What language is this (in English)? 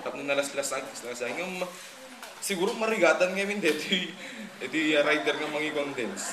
Iloko